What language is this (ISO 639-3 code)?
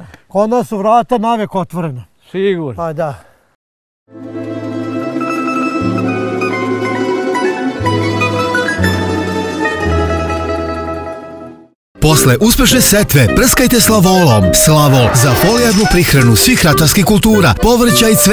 srp